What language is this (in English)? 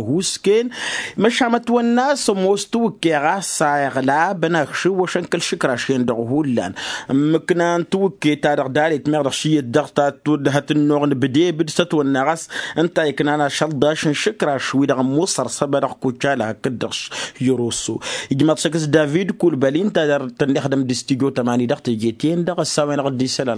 Tamasheq